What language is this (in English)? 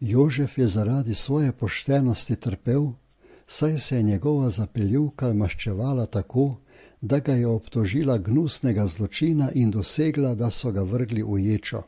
Slovenian